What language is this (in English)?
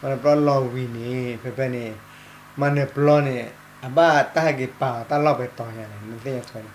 S'gaw Karen